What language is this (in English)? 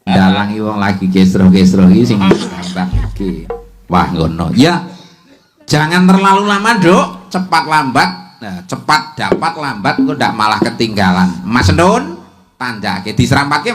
Javanese